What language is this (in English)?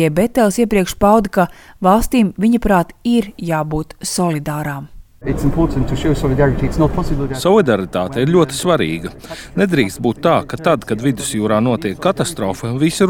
Latvian